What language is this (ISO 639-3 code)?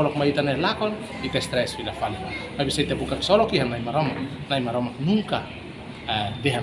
tet